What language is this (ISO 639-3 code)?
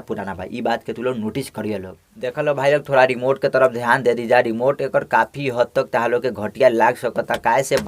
bho